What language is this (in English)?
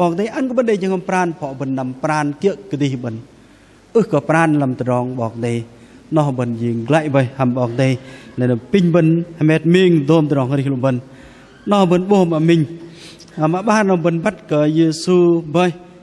Bahnar